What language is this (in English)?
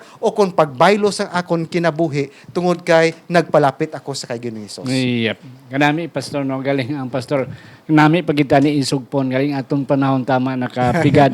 Hiligaynon